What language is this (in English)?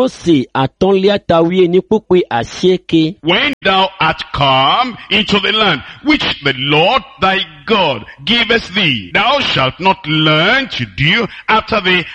Ewe